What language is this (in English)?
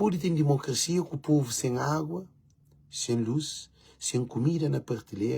Kabuverdianu